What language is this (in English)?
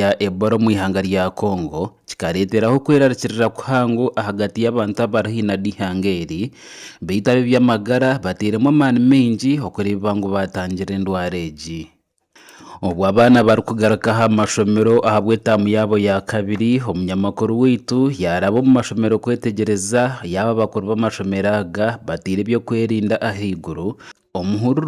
Nyankole